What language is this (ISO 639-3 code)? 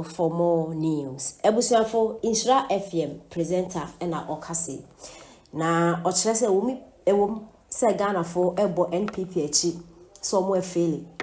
aka